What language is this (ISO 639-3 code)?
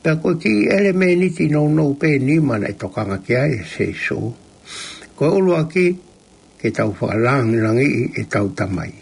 ton